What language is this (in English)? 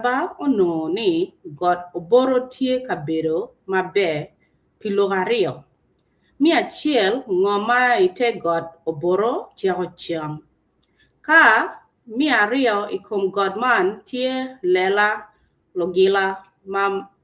Acoli